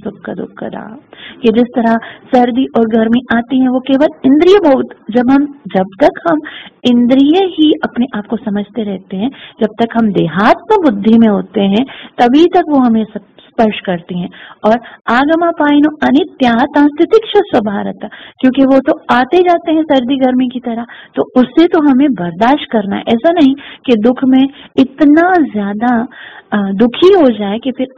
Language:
Hindi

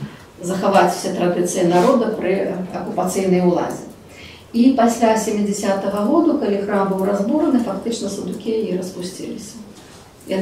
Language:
Belarusian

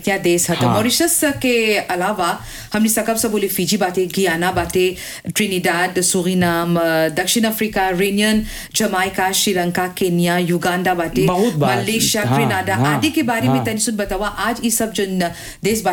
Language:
Bhojpuri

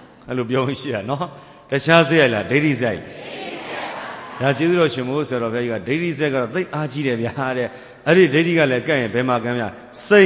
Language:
Burmese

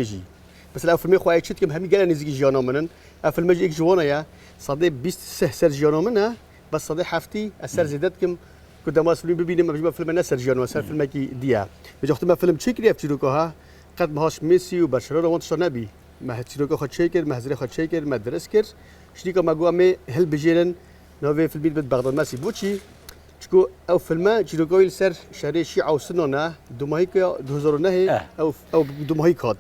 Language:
Kurdish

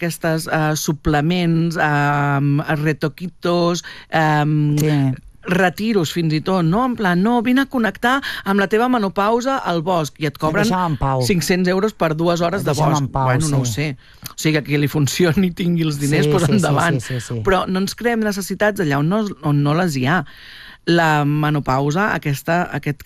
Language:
Catalan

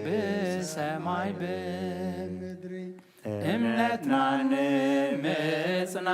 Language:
Tigrinya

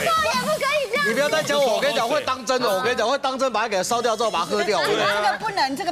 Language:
Chinese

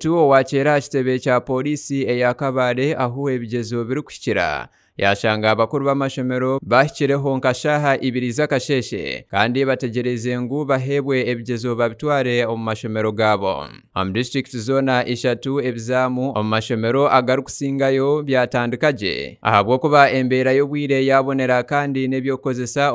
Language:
Nyankole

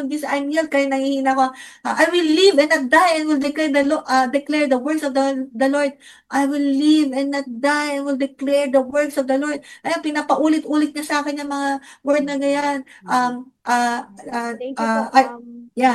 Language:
Filipino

